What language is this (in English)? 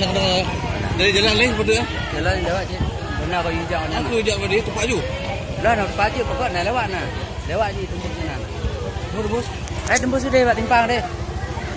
Achinese